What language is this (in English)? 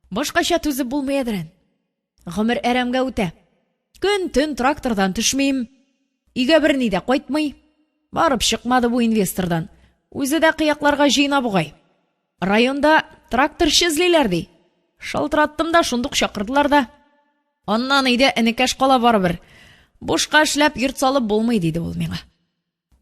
Tatar